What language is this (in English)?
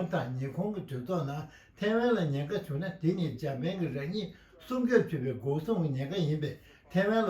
Tibetan